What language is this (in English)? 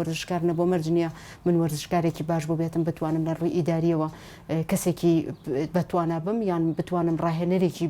Central Kurdish